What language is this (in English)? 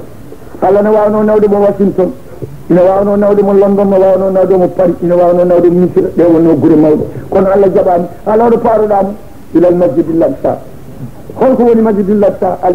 Fula